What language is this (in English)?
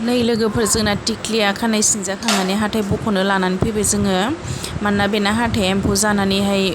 Bodo